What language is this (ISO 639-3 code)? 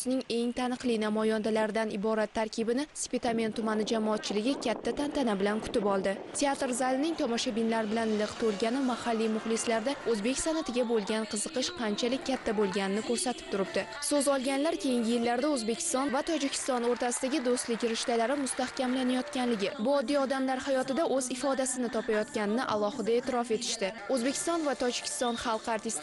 uzb